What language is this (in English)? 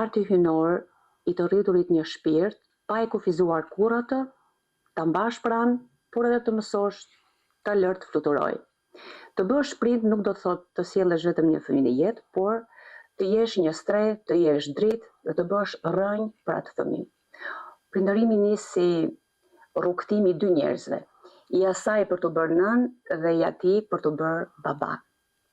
Albanian